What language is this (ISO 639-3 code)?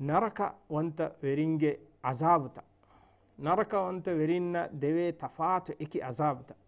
div